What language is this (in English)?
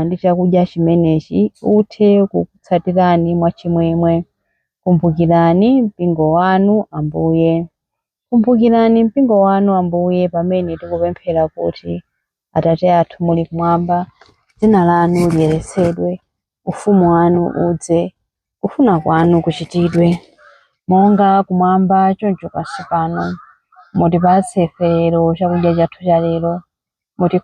Nyanja